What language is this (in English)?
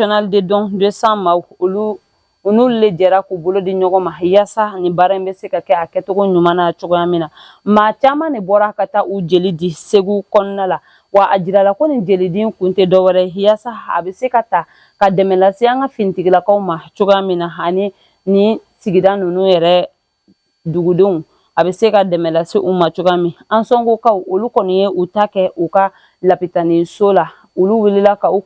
Bambara